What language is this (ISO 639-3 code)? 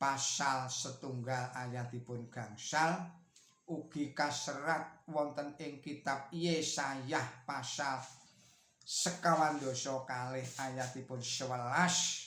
jav